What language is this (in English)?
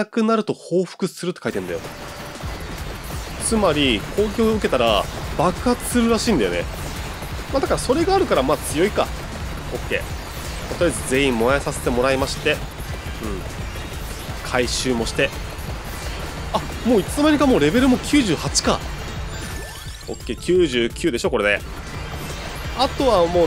Japanese